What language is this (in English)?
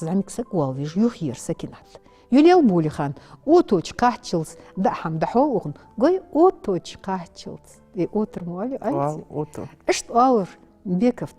Ingush